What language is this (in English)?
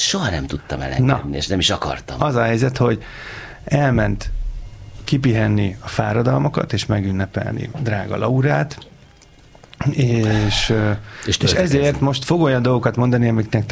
Hungarian